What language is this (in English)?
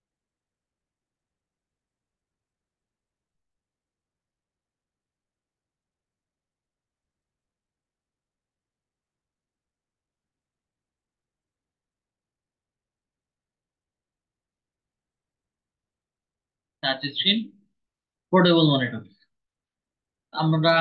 Bangla